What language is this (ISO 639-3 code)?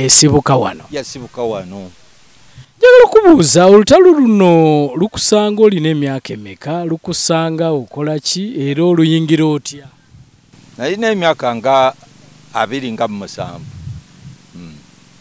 lug